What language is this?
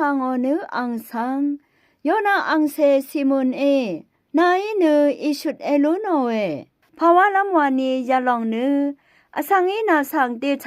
Rawang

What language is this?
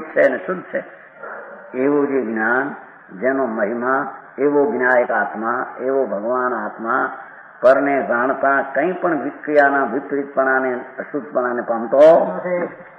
Gujarati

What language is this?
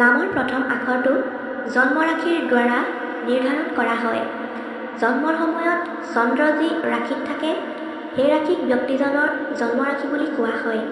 Assamese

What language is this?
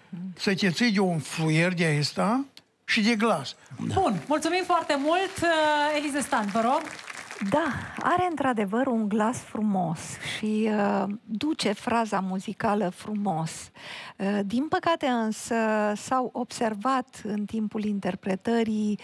Romanian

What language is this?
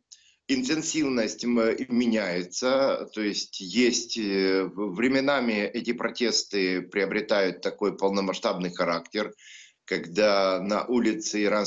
Russian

